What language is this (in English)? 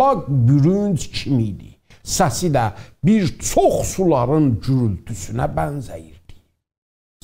South Azerbaijani